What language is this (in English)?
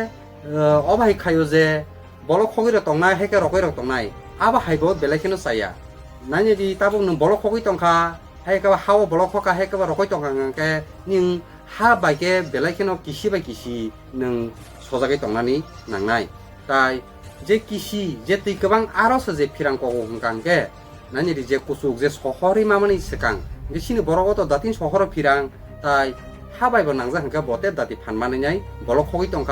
Kok Borok